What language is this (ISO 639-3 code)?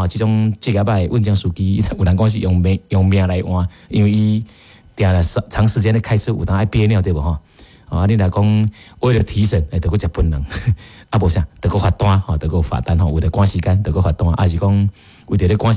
nan